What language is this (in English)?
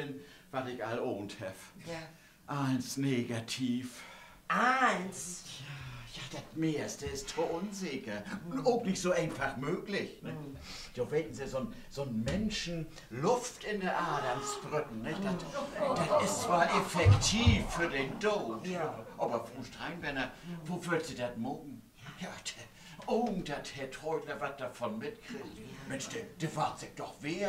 Low German